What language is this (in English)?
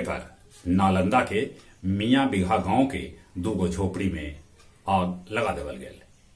Magahi